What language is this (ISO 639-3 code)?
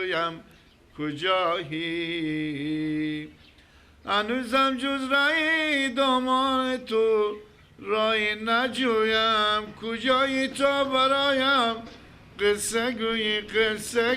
fas